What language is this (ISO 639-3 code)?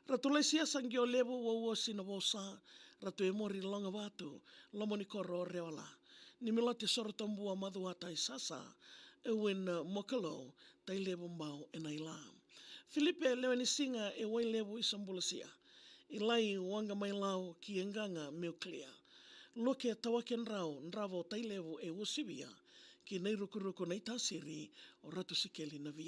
fij